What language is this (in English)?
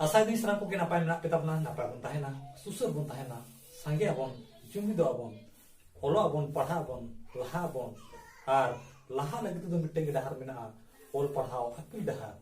Santali